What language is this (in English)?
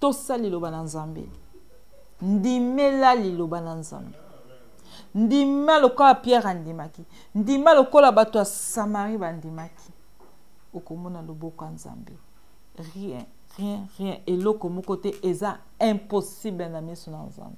Lingala